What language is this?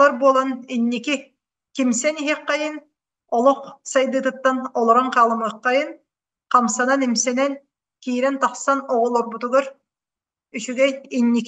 Yakut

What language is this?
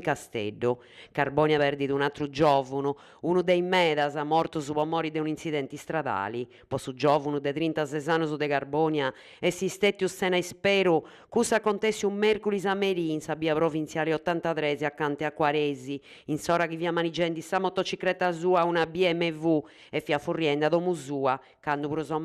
Sardinian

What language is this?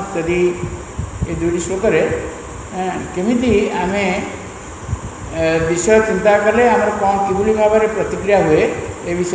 Odia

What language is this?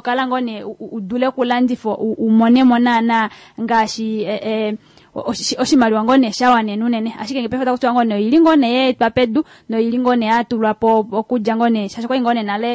Kuanyama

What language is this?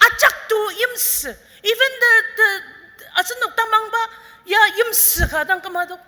Ao Naga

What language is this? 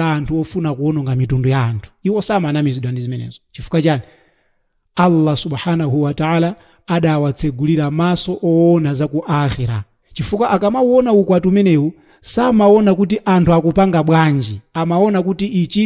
Nyanja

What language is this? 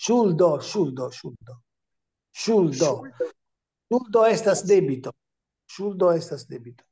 Esperanto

